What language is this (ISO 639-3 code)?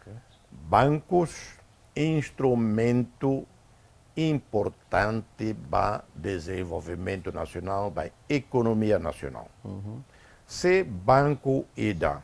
tet